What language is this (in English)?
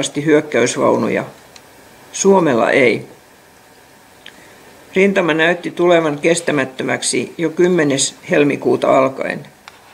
Finnish